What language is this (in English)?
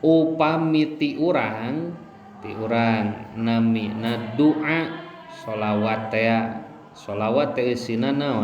Sundanese